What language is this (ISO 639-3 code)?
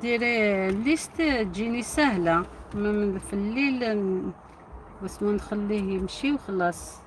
arq